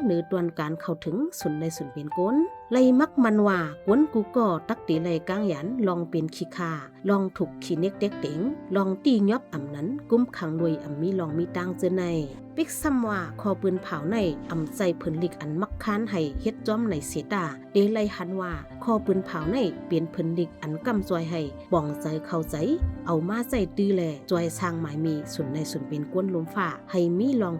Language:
Shan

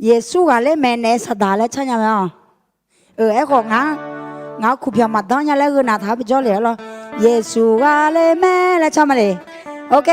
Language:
Akha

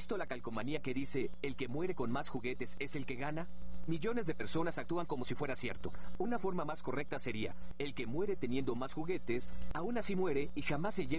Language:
Spanish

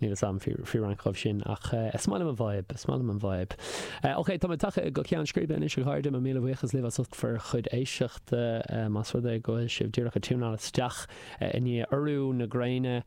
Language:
Irish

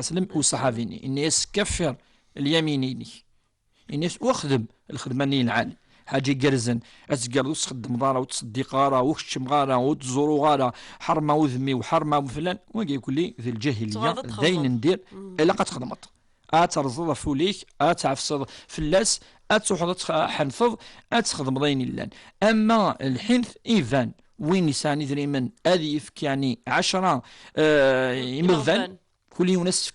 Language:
Kabyle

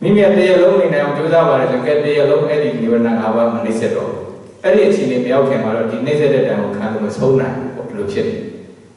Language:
Burmese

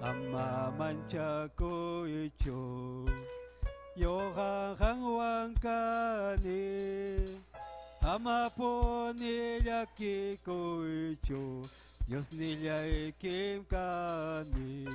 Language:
Ayacucho Quechua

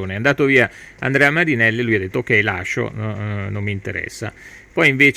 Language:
Italian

